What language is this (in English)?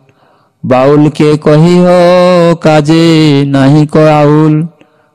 Bangla